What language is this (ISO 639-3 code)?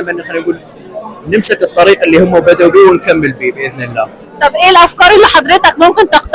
arz